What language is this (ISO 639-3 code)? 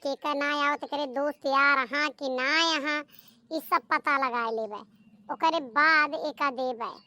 awa